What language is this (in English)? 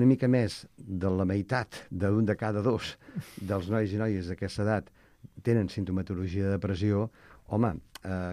Catalan